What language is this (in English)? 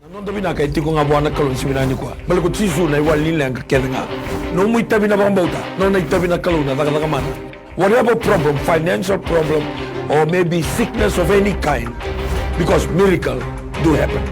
Fijian